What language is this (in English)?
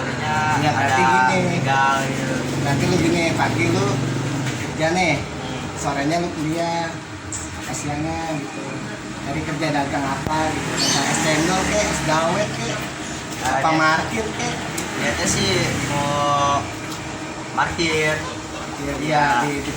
Betawi